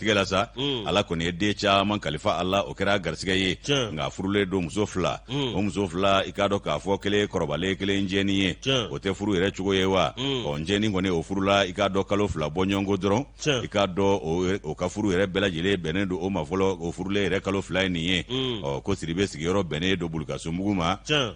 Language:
Bambara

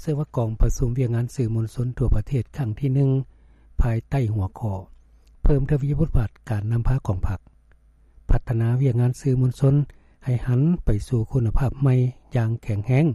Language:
Lao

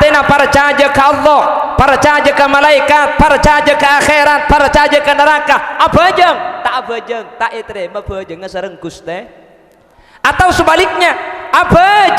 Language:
Madurese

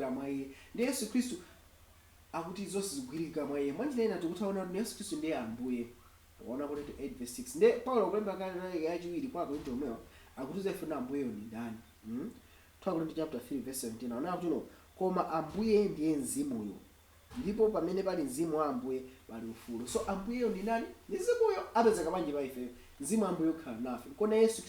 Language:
Nyanja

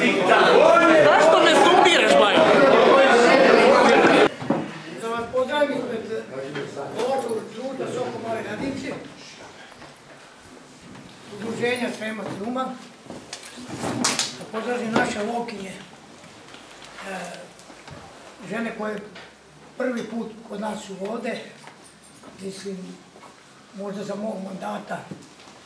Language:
Serbian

